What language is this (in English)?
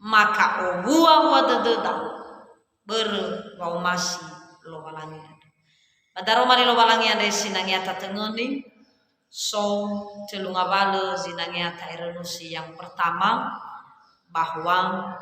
Nias